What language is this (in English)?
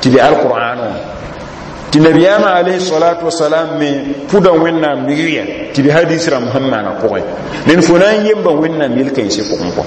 Mossi